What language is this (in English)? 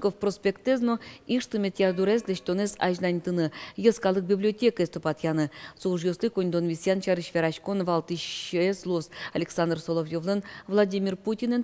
Udmurt